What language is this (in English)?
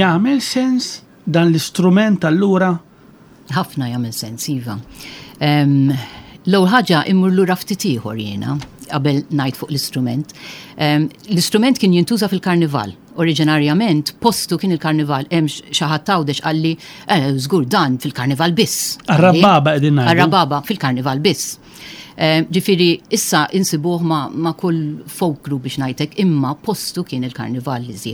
Maltese